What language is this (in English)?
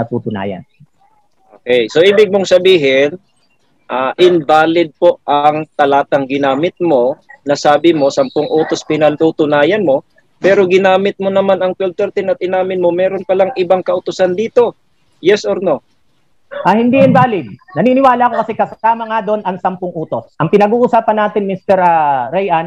Filipino